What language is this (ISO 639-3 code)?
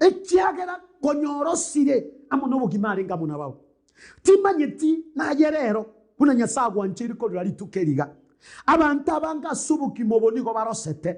guz